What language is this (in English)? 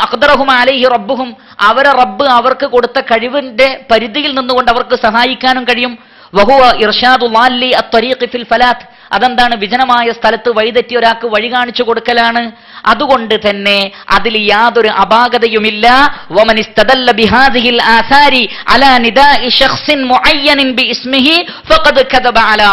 Malayalam